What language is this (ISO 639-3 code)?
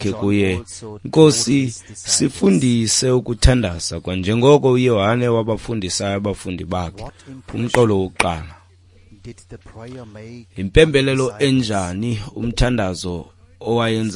xho